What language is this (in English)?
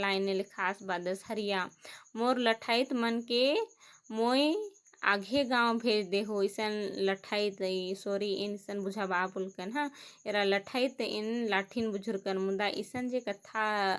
Kurukh